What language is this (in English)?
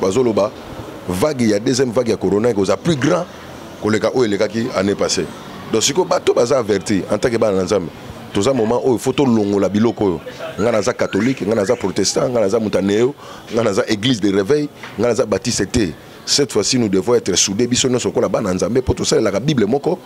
Lingala